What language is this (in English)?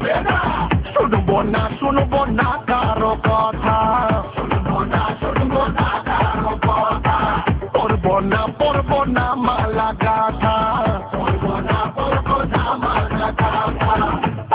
Bangla